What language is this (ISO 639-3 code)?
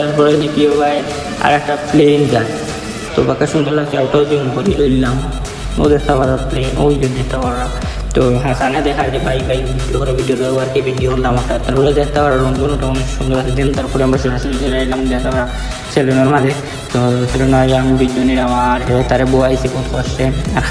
syl